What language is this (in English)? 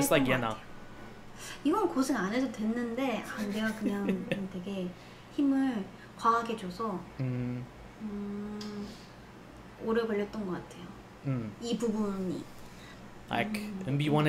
Korean